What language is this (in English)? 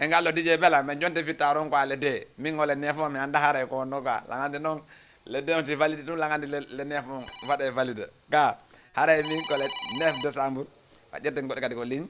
Fula